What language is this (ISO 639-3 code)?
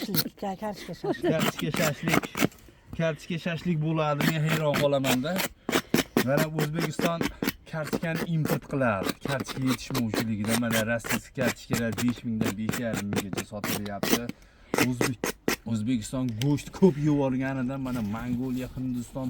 uzb